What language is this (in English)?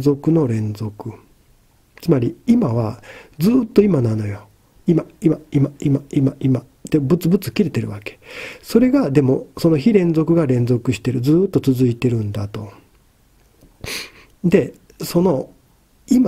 Japanese